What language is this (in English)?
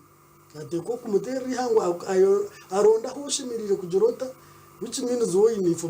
Nyankole